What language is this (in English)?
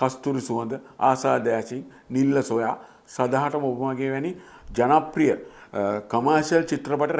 Sinhala